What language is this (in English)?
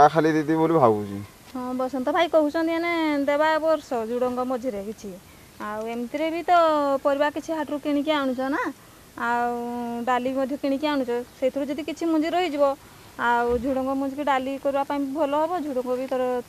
Odia